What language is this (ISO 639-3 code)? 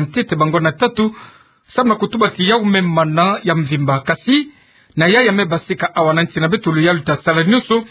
ktu